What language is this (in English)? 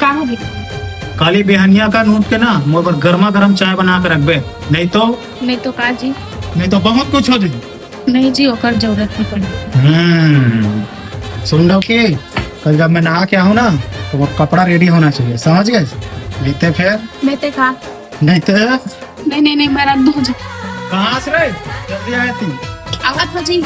Chhattisgarhi